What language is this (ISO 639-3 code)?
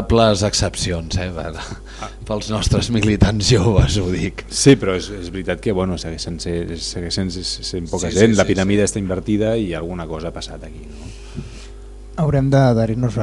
cat